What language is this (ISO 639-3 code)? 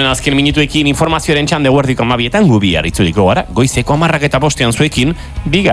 eus